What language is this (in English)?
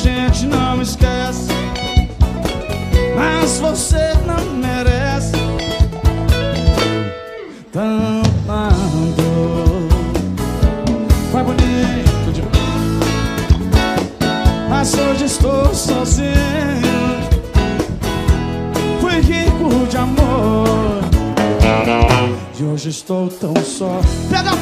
Portuguese